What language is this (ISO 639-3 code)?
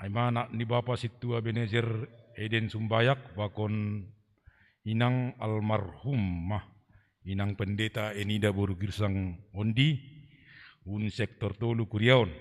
bts